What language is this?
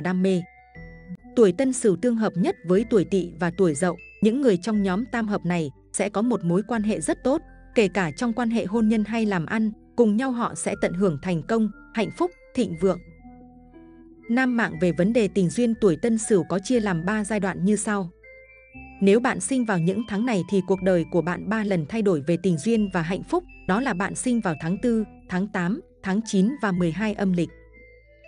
Vietnamese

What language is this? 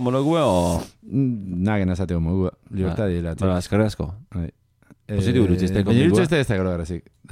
Basque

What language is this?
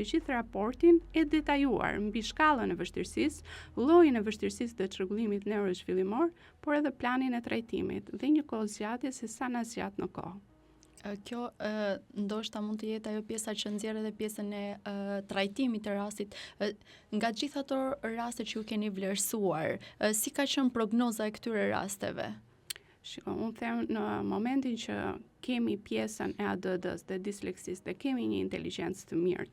Albanian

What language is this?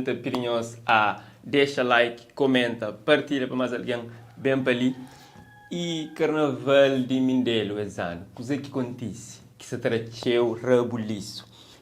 Kabuverdianu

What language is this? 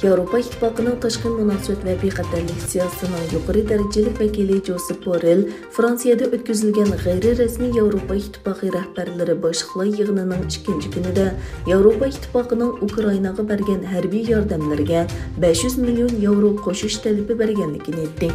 Uyghur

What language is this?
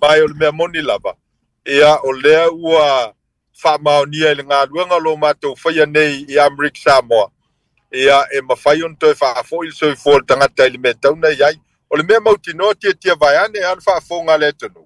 Samoan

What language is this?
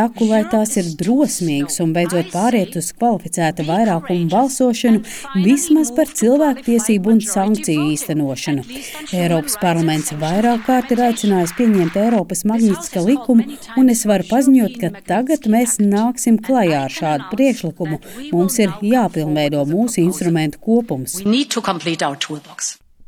Latvian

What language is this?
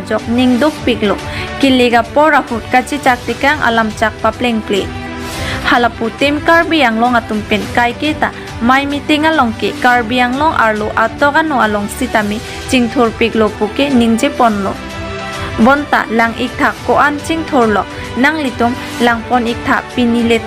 Karbi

